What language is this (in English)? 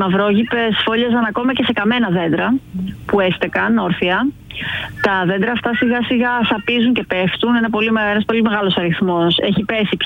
Greek